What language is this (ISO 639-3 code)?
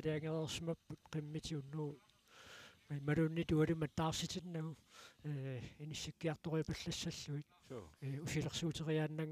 kal